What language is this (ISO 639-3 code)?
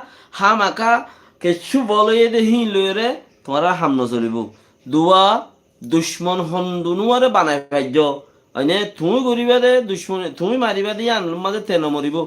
rhg